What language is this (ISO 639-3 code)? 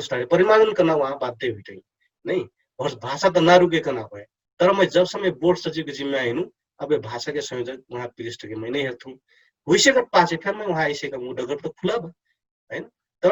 thl